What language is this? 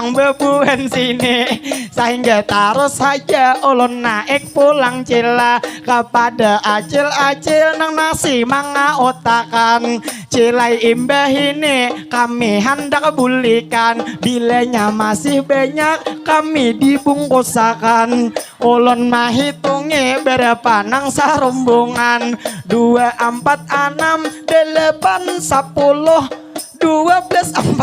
Banjar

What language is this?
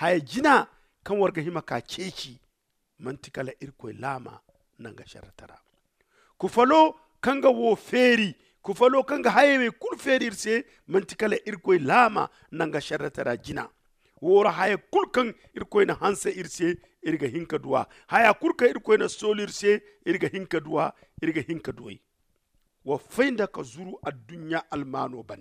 Zarma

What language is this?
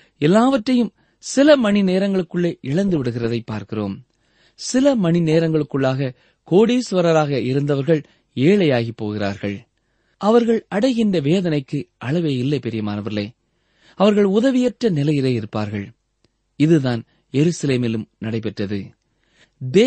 Tamil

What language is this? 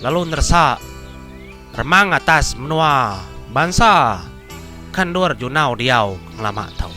Iban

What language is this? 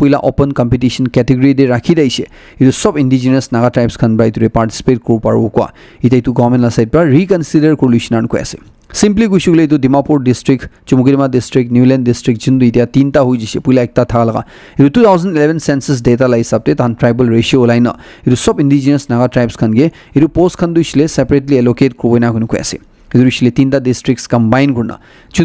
Naga Pidgin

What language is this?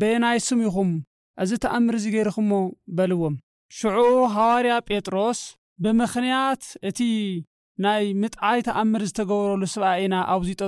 Tigrinya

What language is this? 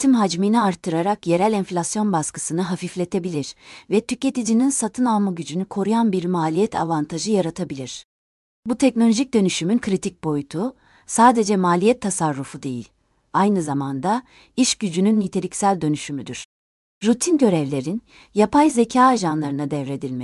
Turkish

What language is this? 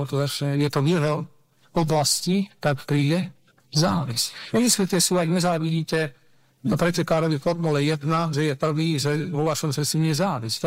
Slovak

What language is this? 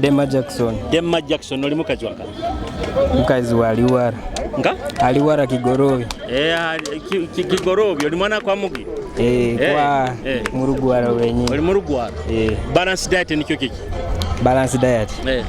Nyoro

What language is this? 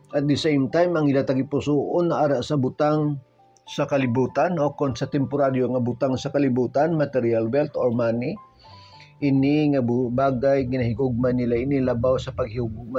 Hiligaynon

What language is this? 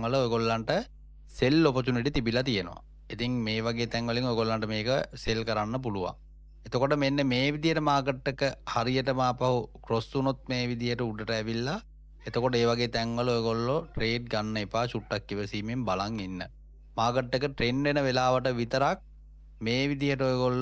Sinhala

